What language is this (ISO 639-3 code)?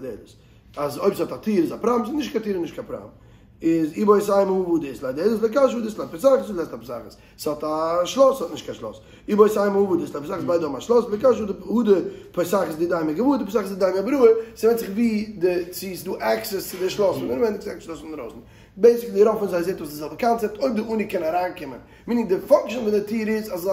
yid